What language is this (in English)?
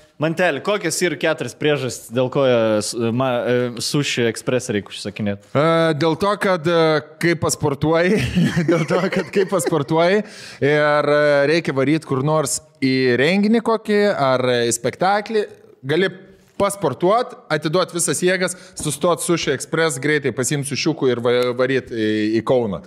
Lithuanian